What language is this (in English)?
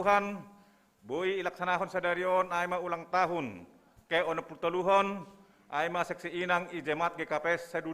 Batak Simalungun